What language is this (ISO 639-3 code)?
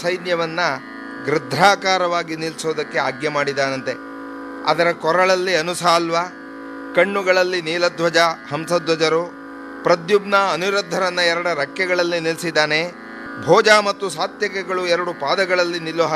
kan